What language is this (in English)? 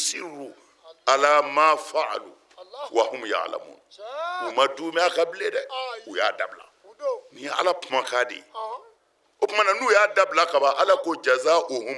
Bambara